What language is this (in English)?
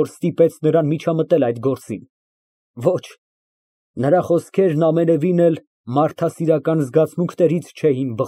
Armenian